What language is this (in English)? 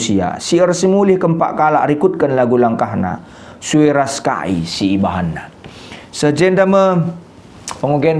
Batak Karo